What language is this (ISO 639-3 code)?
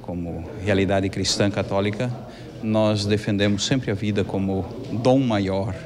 por